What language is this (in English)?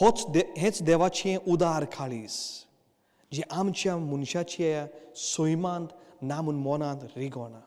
Konkani